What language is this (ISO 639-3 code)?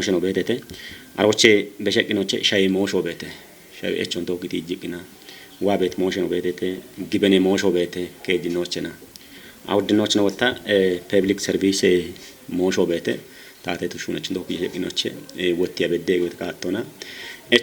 kbr